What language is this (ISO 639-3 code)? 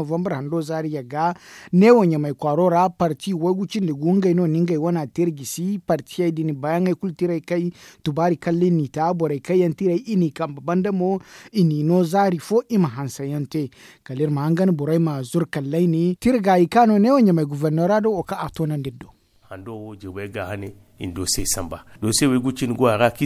dje